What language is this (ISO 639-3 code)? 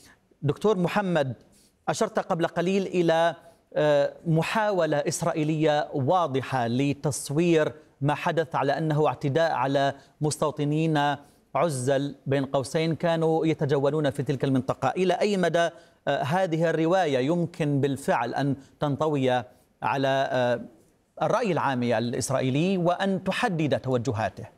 ara